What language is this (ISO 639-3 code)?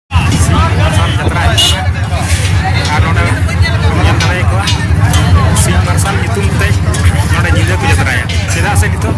sat